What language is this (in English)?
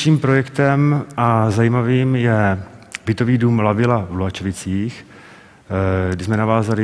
Czech